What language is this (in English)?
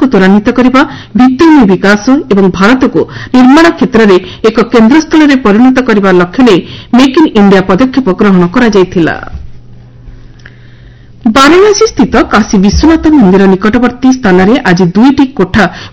Odia